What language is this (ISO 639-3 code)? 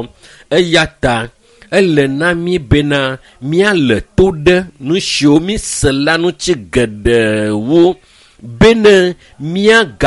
ewe